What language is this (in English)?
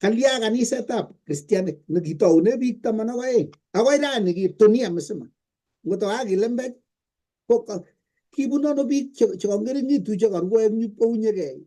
Kalenjin